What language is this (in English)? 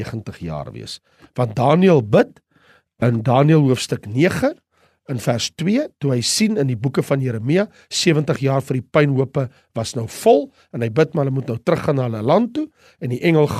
Afrikaans